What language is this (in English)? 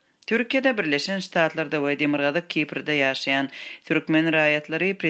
Turkmen